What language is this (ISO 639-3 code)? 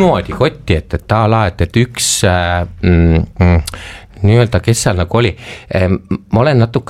est